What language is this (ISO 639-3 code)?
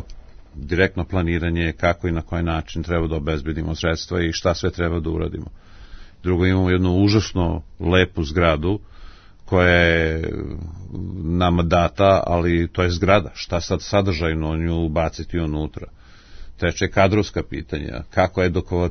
srp